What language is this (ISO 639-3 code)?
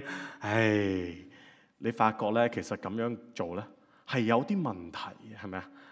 yue